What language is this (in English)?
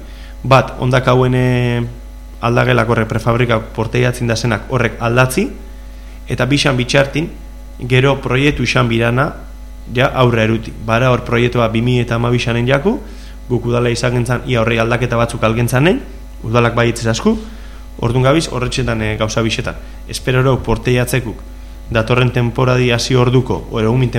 Basque